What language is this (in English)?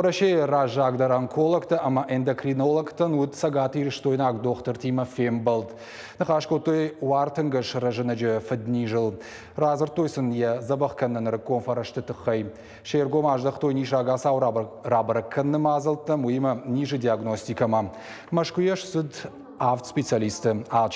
Ossetic